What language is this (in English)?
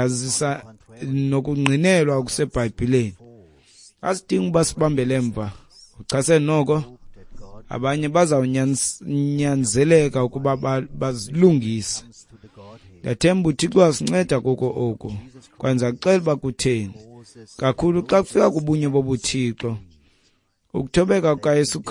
Xhosa